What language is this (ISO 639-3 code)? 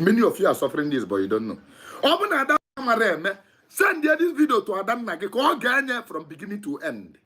ibo